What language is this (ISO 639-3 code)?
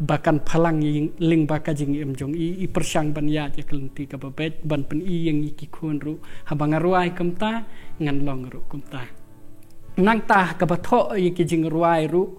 kha